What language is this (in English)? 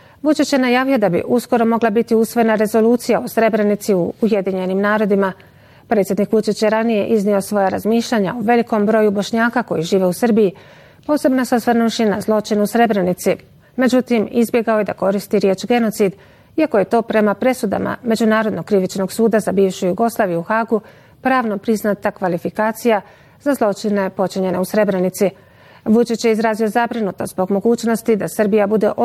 Bosnian